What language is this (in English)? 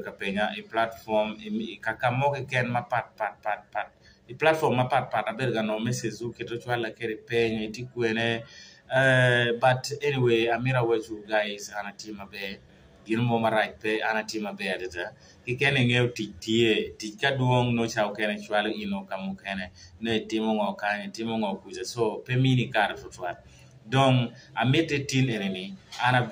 Acoli